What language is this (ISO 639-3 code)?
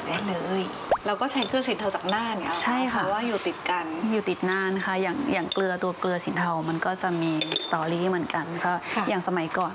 tha